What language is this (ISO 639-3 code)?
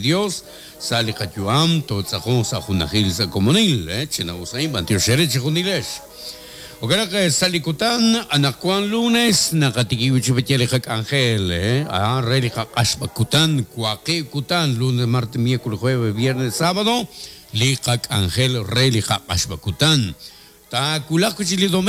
kek